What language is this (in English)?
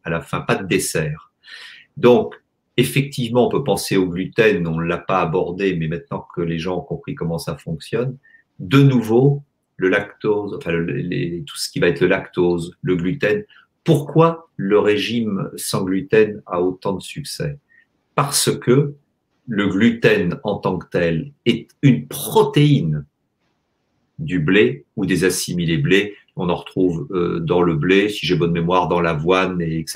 French